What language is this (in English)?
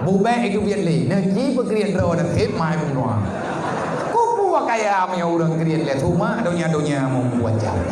Achinese